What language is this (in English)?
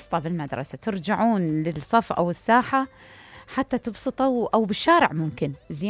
Mesopotamian Arabic